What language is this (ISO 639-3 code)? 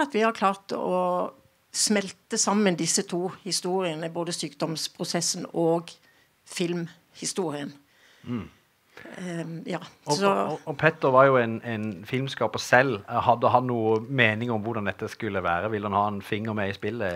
nor